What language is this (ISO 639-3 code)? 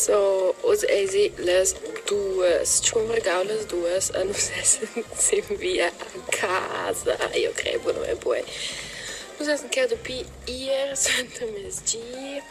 roh